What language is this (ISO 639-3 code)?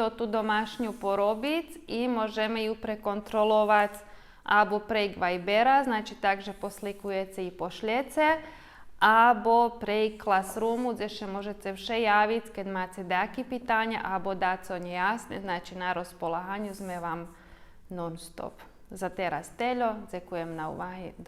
rue